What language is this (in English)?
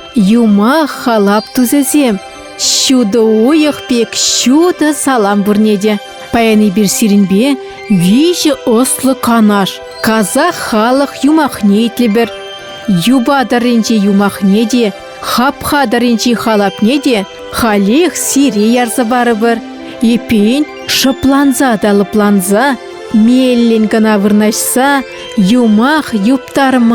Chuvash